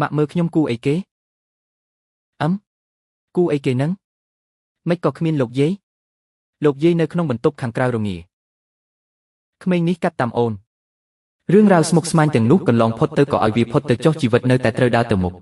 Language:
Khmer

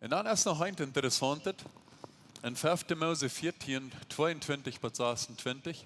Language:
Plautdietsch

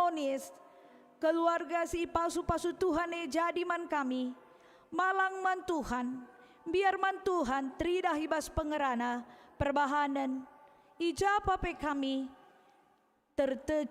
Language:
Batak Karo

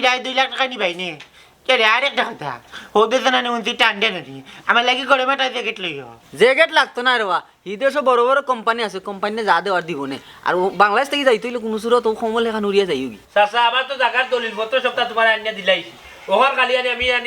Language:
Sylheti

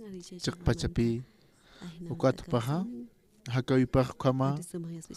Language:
Aymara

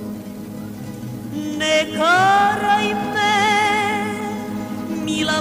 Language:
Serbian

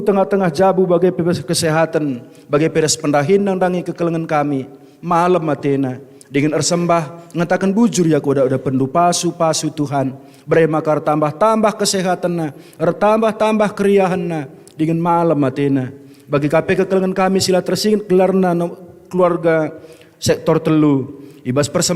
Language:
Batak Karo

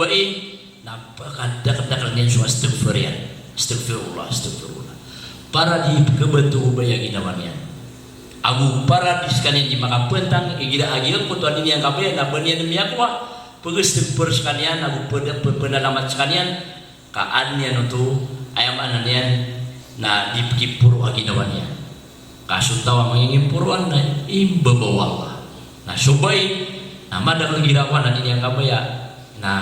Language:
Maranao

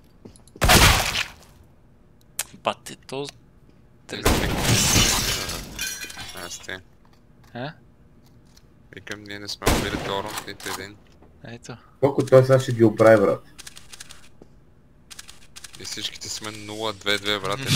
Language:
Bulgarian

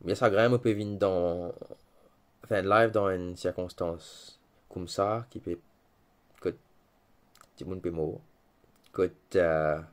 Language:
Morisyen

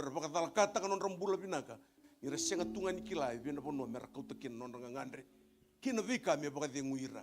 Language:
Fijian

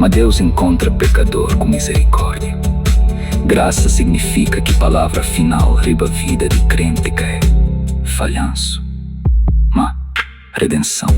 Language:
Kabuverdianu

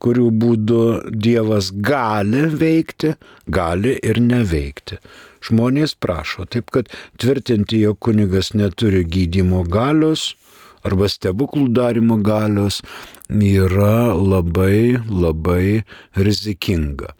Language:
Lithuanian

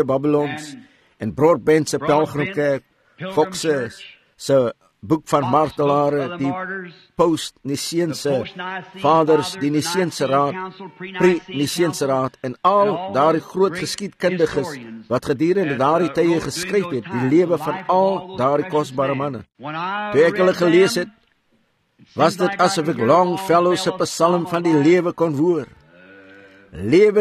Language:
Afrikaans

